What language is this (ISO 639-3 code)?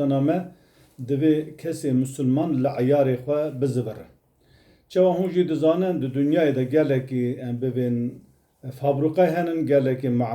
kur